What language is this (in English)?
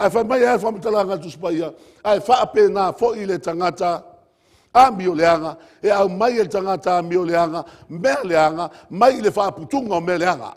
Samoan